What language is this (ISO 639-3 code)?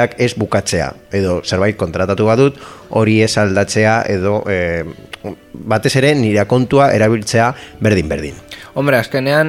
eus